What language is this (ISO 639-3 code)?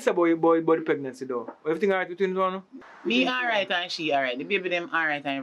jam